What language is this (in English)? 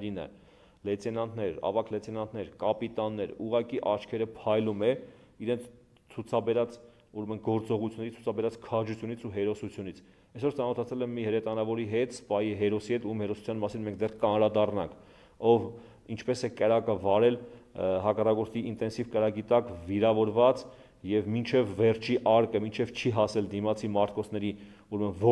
Armenian